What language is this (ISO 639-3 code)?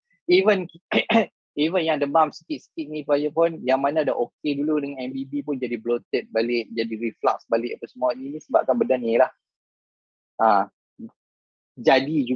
msa